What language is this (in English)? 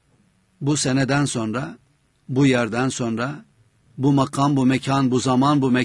Turkish